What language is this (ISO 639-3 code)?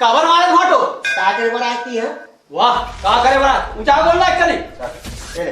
hne